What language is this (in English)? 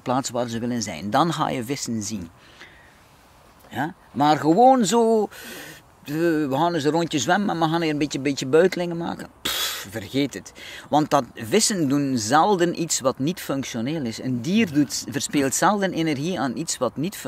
Dutch